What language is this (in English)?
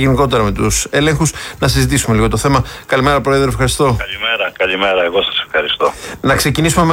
Greek